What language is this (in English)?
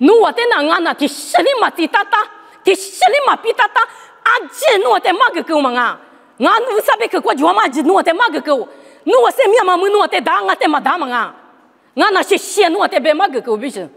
Lisu